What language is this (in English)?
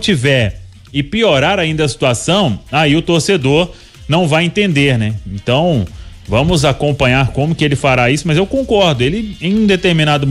Portuguese